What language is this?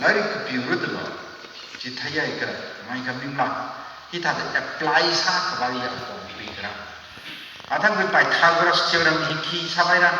Tangkhul Naga (India)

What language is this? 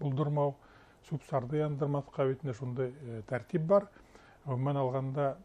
Bashkir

